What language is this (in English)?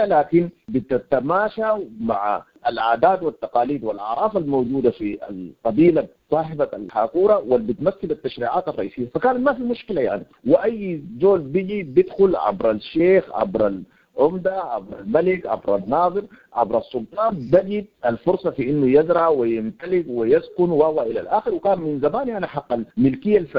Sudanese Arabic